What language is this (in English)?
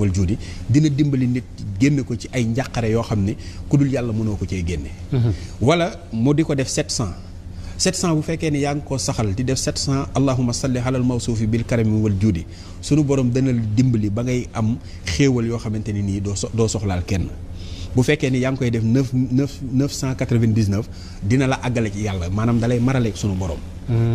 Wolof